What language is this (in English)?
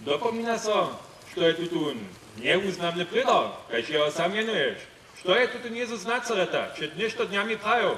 Upper Sorbian